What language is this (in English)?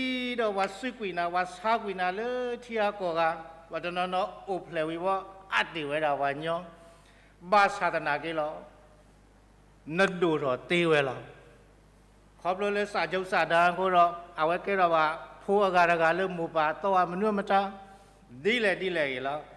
S'gaw Karen